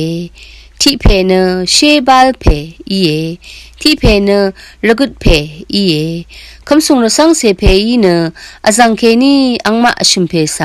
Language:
Rawang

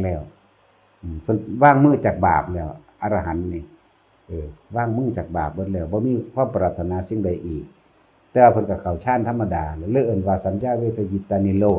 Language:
Northeastern Thai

